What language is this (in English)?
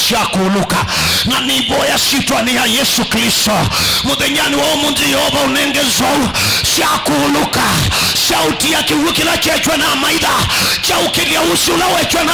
Kamba